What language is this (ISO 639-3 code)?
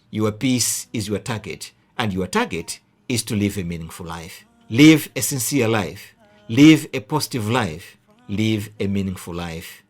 eng